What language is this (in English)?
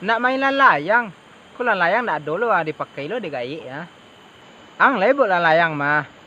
Minangkabau